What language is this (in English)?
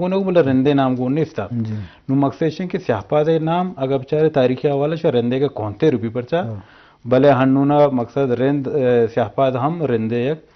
Eastern Balochi